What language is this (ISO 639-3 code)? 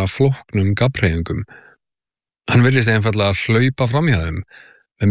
isl